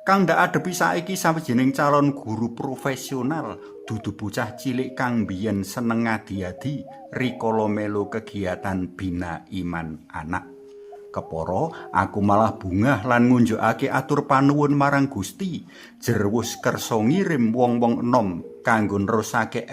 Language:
Javanese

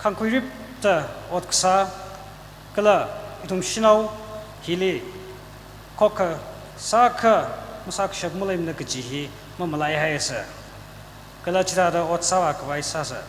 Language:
Tangkhul Naga (India)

